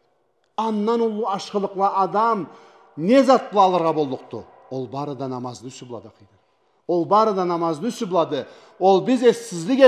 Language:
Karachay-Balkar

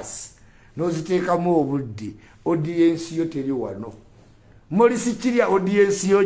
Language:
Ganda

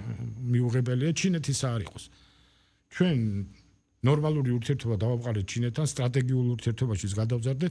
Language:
Georgian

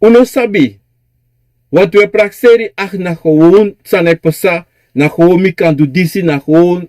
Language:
Sranan Tongo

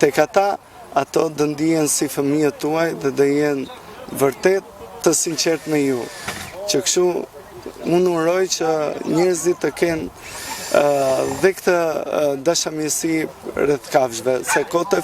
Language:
Albanian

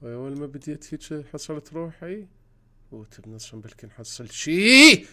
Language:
Mesopotamian Arabic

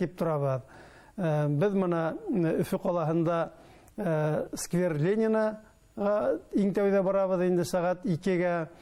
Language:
Bashkir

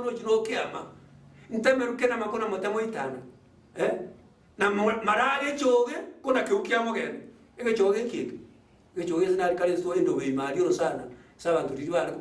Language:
Gusii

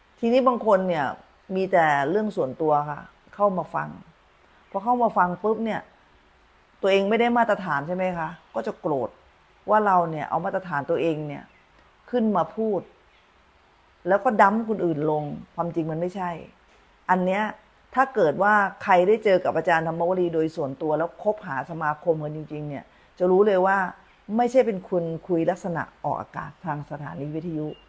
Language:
Thai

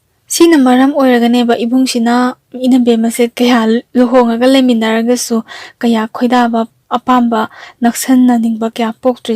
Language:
Manipuri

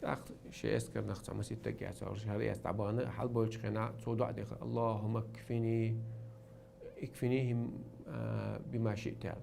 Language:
Chechen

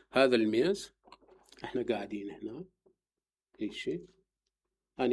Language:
Mesopotamian Arabic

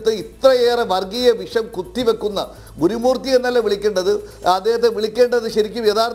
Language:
Malayalam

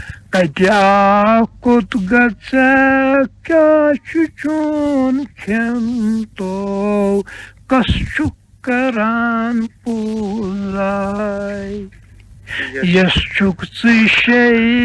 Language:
Kashmiri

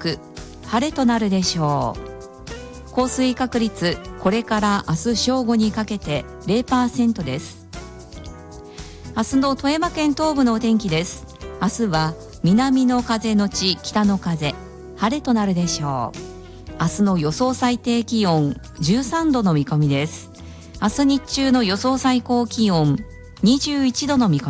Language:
Japanese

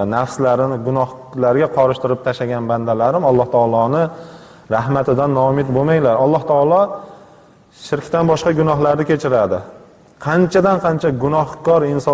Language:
Uzbek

